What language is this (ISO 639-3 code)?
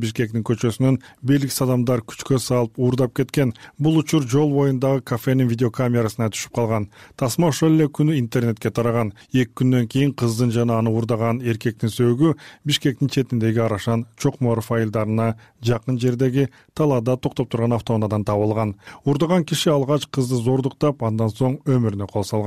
kir